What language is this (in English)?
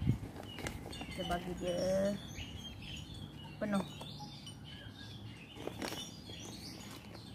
Malay